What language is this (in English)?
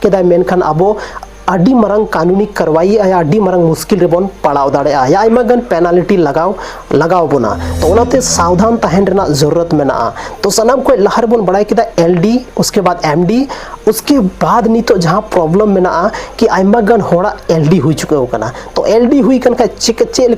Santali